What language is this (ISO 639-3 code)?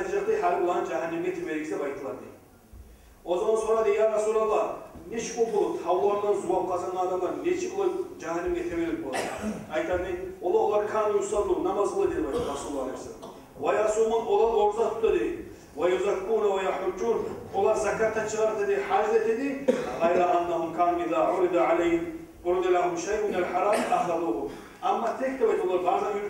kum